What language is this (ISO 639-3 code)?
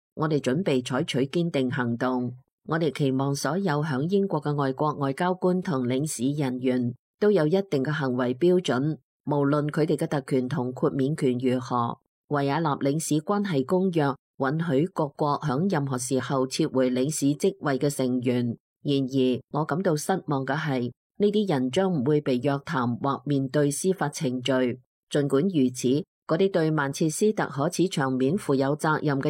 yue